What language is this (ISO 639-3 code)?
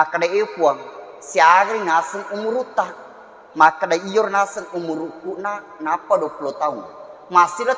bug